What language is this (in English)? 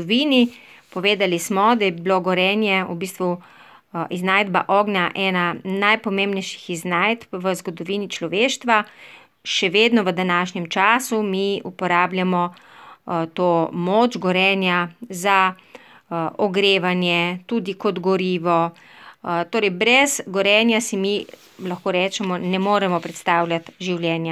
Slovenian